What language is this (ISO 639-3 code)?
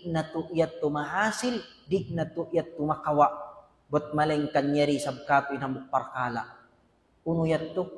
tsg